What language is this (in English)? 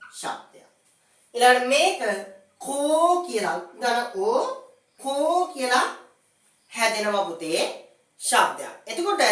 Sinhala